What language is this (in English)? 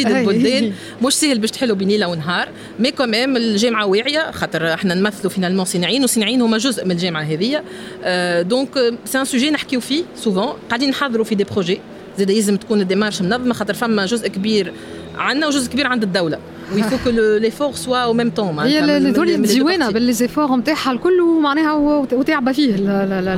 Tunisian Arabic